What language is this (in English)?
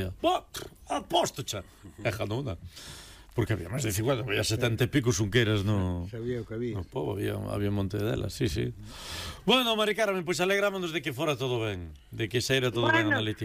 Galician